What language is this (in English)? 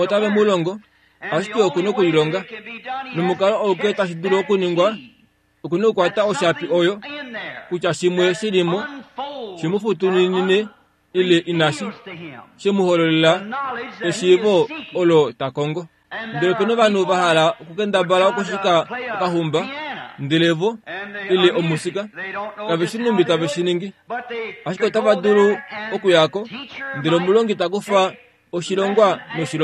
Kuanyama